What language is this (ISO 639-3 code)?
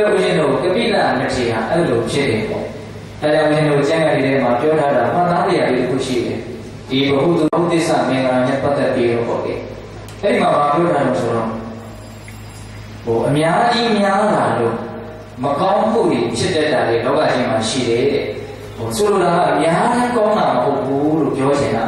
mya